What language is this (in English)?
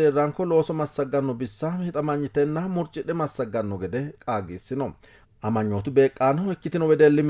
Sidamo